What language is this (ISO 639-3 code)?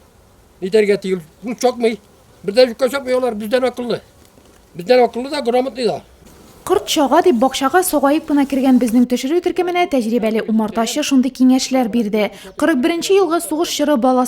tat